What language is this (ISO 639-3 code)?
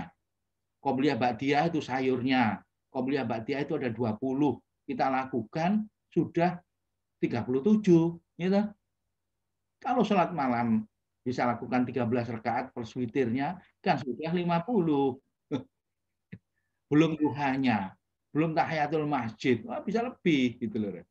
ind